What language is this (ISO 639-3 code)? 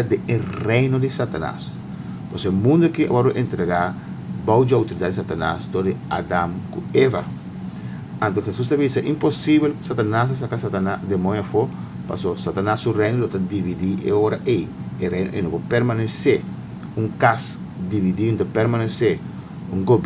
pap